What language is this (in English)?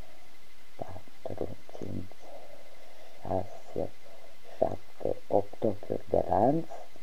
Romanian